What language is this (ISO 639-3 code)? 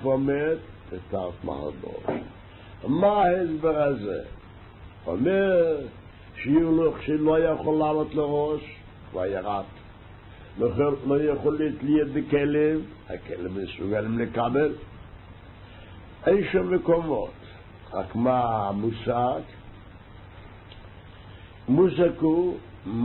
heb